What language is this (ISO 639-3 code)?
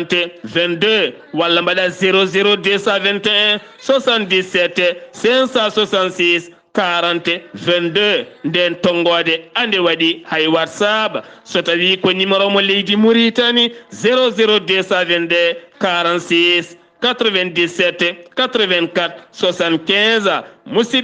ful